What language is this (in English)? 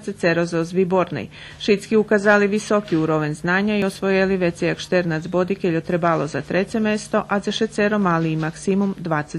Rusyn